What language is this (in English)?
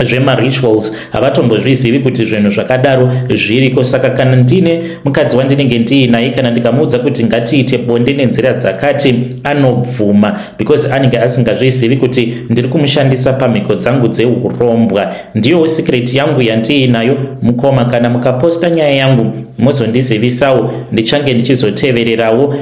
Shona